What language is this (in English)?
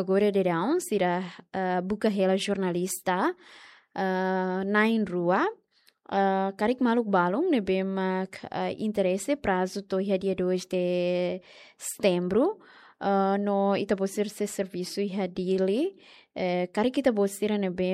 Tetum